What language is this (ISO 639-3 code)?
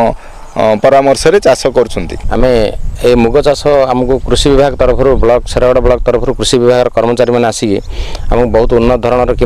ori